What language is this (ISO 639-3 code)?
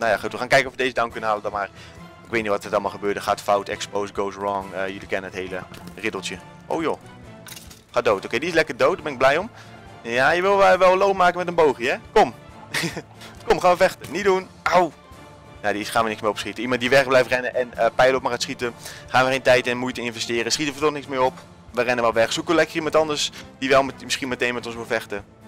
nld